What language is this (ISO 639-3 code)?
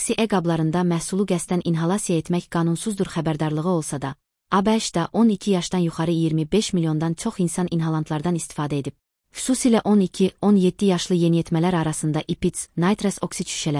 aze